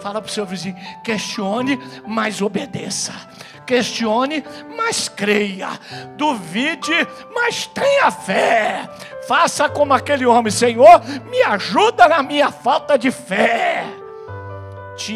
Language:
Portuguese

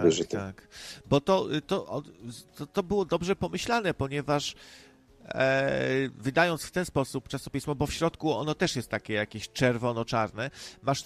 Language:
Polish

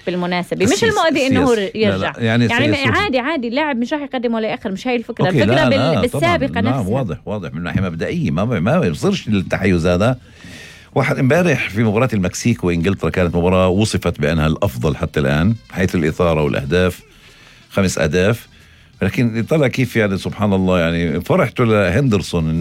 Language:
North Levantine Arabic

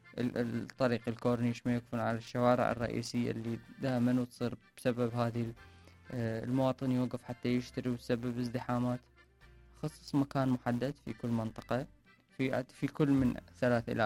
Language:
Mesopotamian Arabic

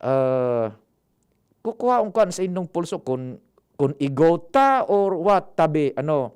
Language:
Bikol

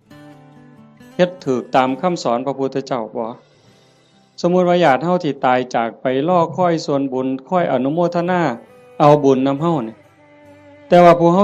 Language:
Northeastern Thai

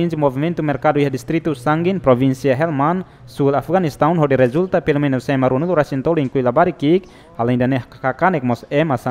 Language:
Tetum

